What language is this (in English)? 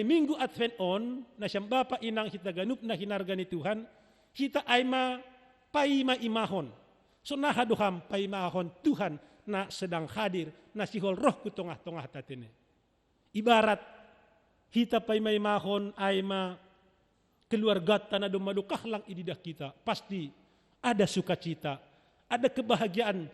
Batak Simalungun